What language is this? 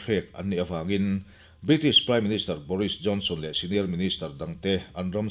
Mizo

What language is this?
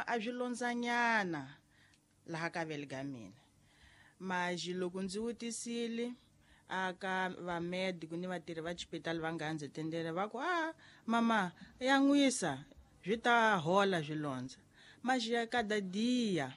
Tsonga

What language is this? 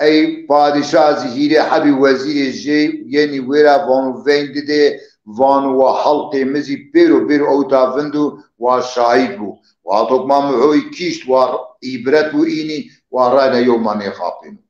Zaza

